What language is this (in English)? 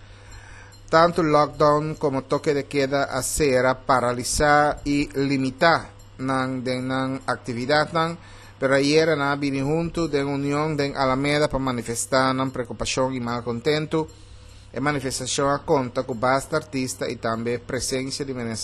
Papiamento